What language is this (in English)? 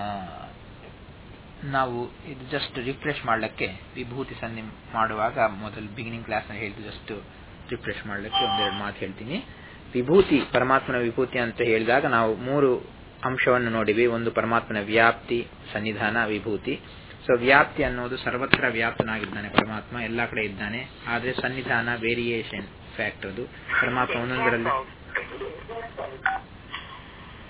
Kannada